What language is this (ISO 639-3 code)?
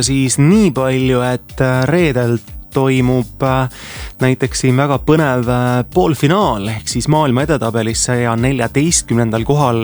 est